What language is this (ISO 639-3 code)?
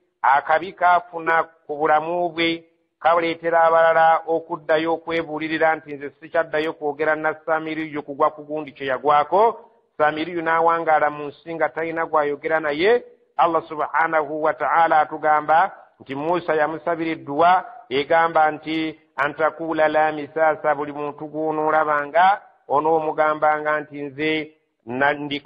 lug